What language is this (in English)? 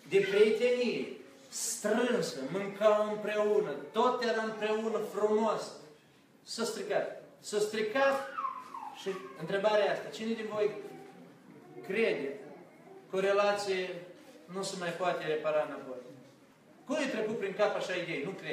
Romanian